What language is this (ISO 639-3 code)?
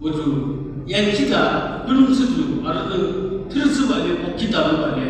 yim